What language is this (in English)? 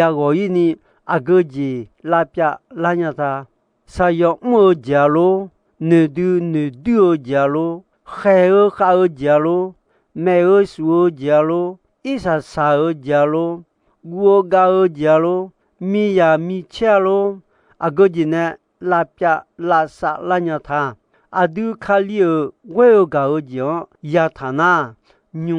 Akha